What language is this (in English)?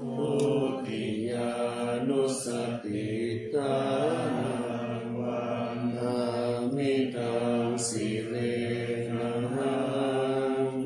Pali